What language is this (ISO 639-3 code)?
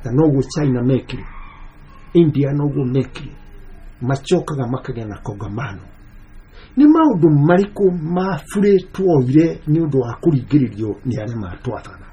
kik